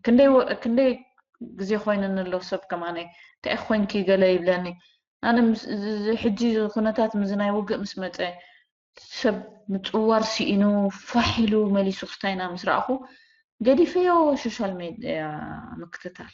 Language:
Tigrinya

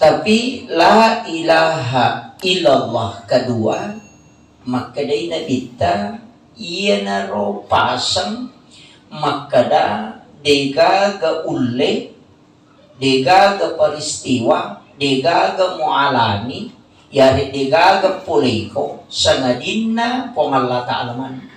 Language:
Buginese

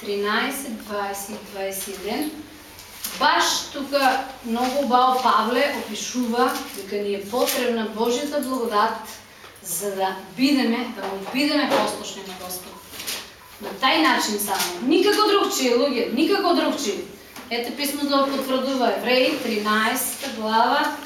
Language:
Macedonian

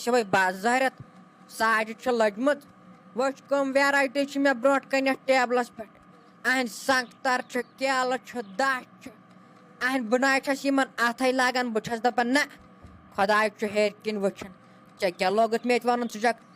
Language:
Kashmiri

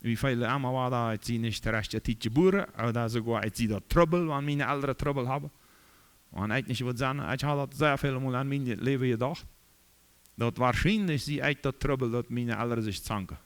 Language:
Plautdietsch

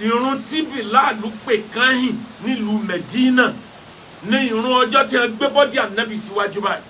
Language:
Yoruba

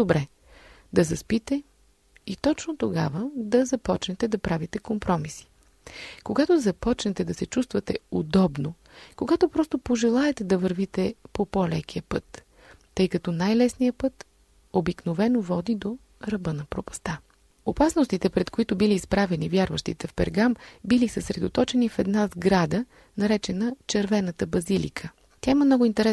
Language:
Bulgarian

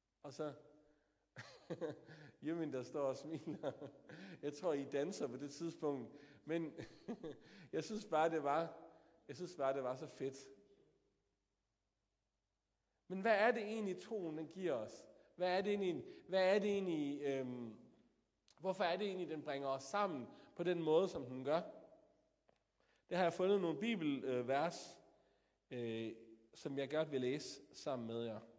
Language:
Danish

